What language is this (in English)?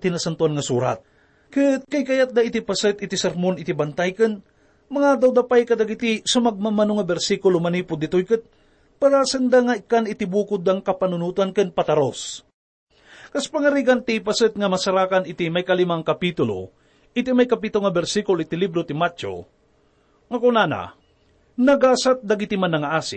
Iloko